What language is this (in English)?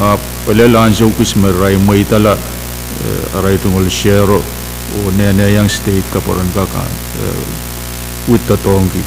Pohnpeian